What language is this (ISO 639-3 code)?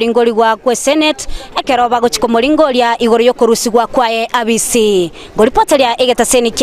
guz